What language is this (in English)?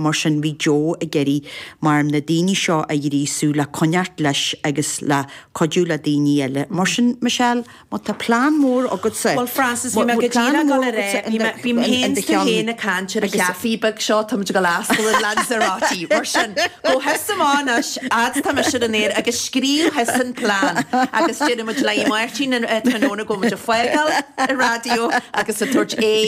Irish